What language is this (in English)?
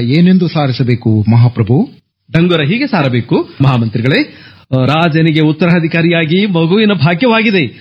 Kannada